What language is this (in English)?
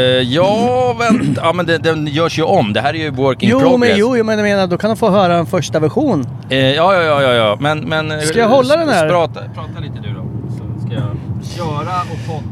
Swedish